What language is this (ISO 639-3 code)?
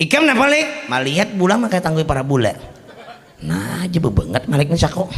bjn